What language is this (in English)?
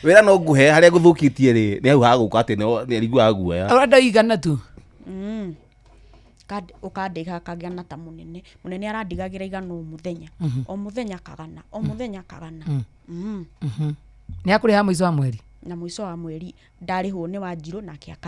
Kikuyu